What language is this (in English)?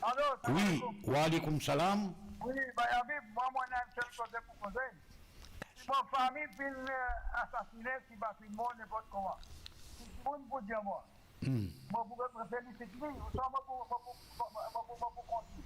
Morisyen